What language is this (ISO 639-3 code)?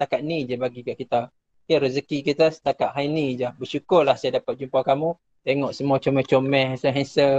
msa